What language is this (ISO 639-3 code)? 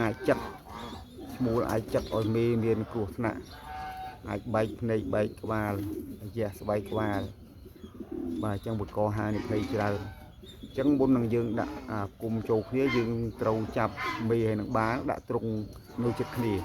khm